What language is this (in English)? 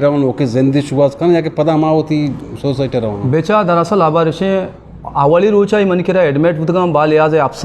Eastern Balochi